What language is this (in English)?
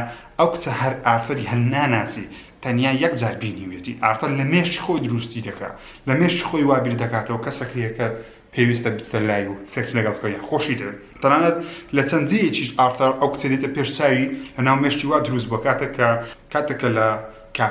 Central Kurdish